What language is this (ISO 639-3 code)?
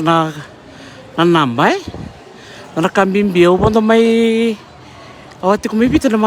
fij